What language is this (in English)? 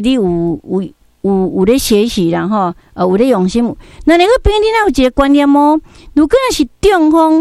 Min Nan Chinese